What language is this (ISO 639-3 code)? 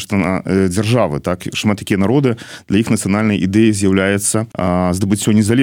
bel